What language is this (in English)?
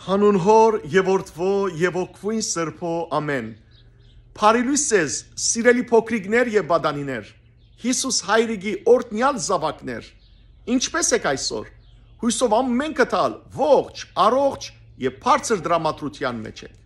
Western Armenian